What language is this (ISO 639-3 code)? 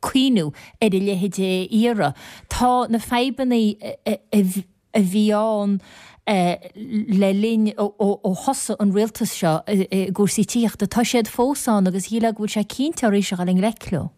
gle